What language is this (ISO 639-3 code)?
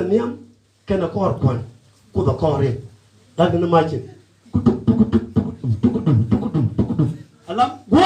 nus